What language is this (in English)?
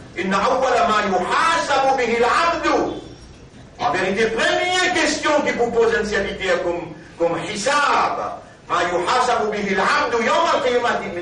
Morisyen